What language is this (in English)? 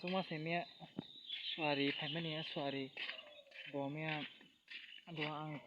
Kok Borok